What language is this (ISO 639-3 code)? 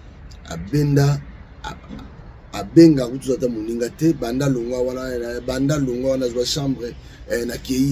lin